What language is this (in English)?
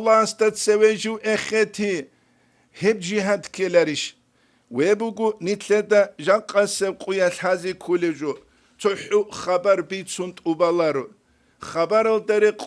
Avaric